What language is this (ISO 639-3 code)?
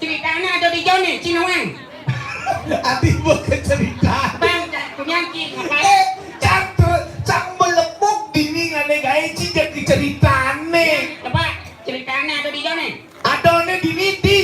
ban